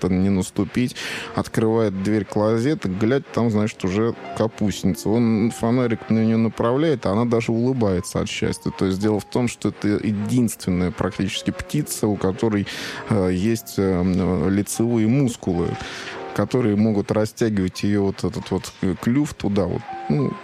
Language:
Russian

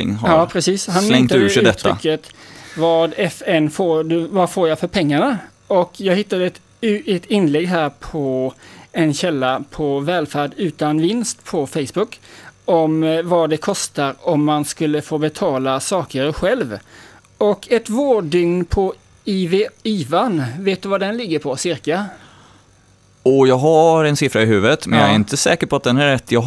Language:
Swedish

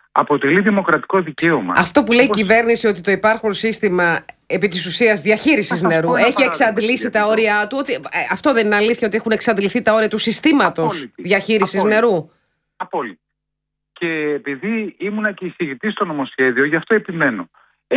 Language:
Greek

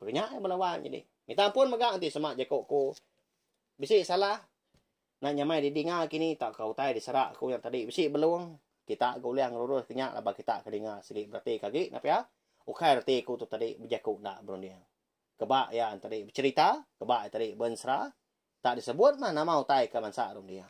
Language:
Iban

